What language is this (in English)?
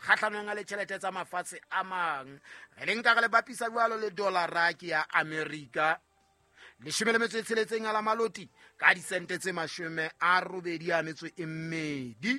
Southern Sotho